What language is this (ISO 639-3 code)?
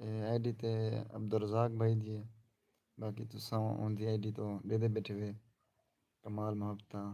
skr